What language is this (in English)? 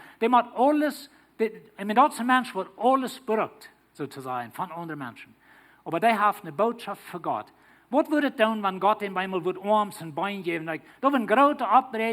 Plautdietsch